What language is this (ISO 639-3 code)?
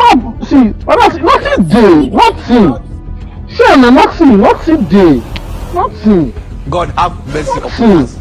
pcm